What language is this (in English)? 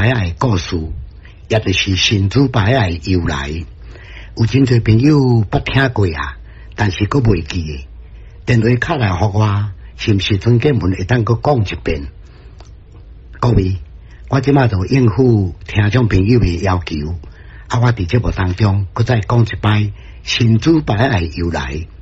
Min Nan Chinese